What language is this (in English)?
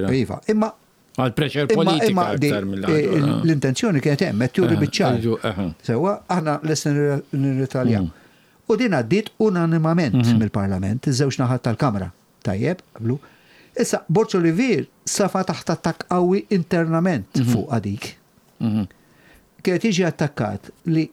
Maltese